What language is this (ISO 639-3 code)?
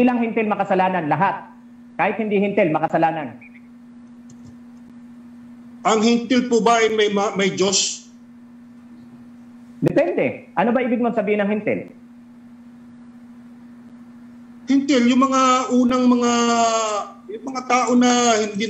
fil